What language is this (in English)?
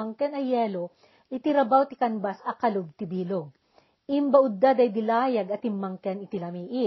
Iloko